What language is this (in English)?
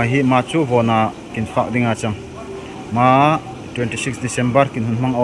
Darlong